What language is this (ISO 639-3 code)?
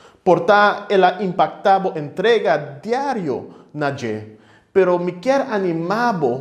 pap